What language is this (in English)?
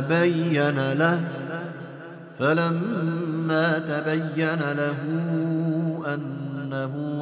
Arabic